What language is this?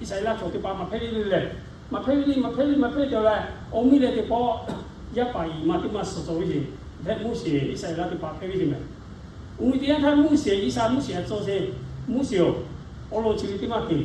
Lahu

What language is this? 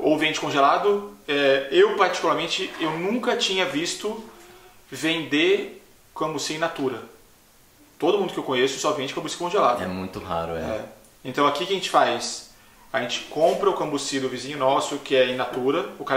Portuguese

